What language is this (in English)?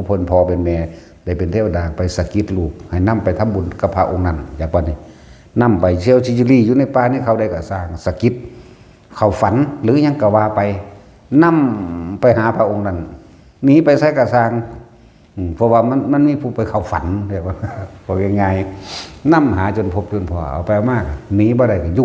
Northeastern Thai